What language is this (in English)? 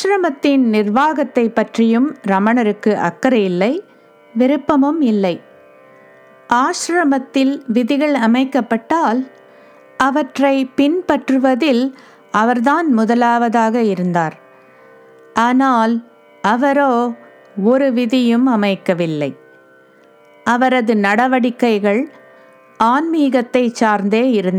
Tamil